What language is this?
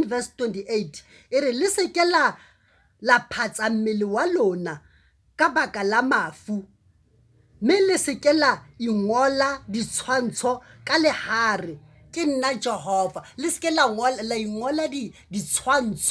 Southern Sotho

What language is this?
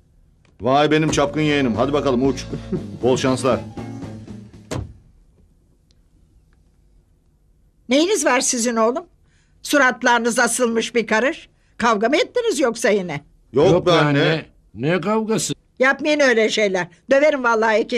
Turkish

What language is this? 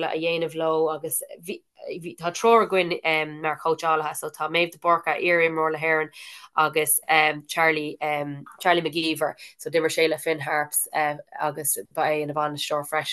Irish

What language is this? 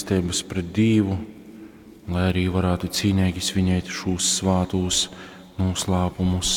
Latgalian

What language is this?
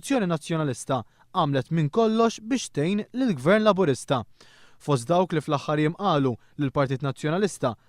Maltese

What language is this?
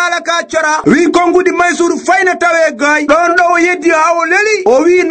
Fula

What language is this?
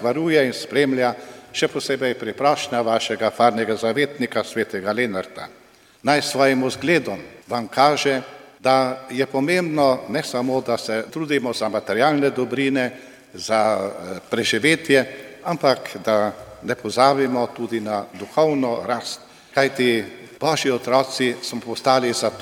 Slovenian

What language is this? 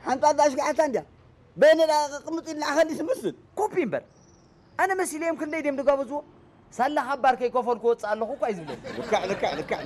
Tigrinya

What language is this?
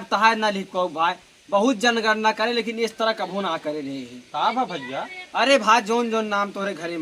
Awadhi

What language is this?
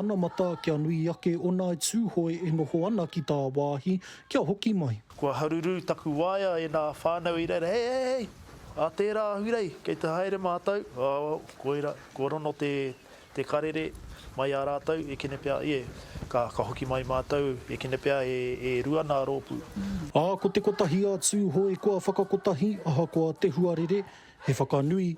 Māori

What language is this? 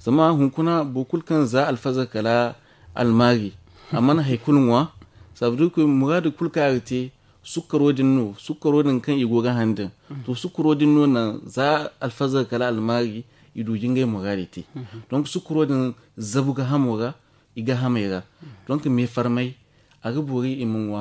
Zarma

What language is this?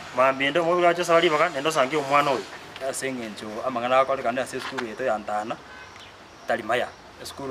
Gusii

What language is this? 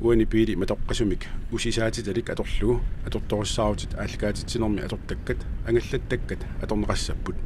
Kalaallisut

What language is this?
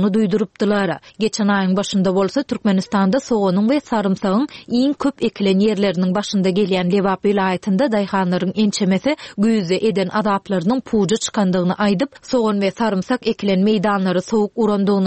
Turkmen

